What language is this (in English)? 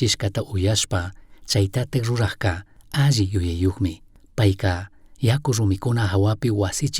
Chimborazo Highland Quichua